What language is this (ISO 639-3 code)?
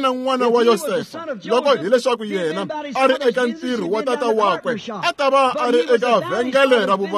tso